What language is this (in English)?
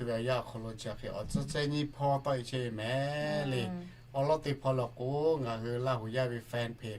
Lahu